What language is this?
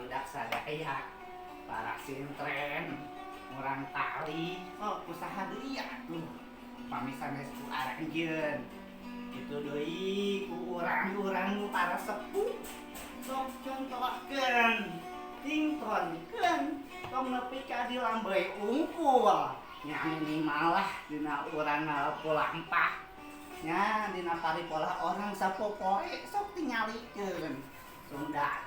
Sundanese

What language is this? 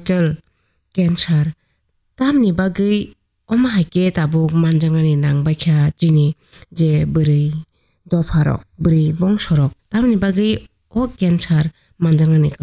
Kok Borok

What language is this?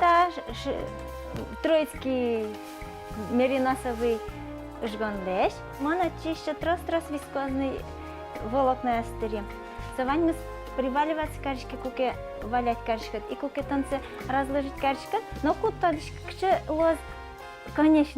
Udmurt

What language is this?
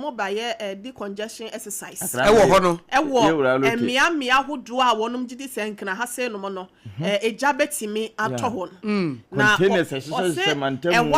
Akan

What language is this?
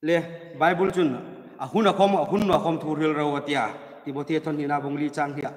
Hmar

